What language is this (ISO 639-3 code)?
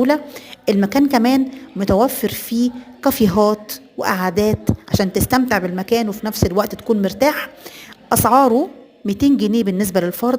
arz